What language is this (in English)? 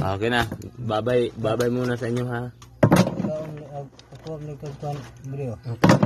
Cebuano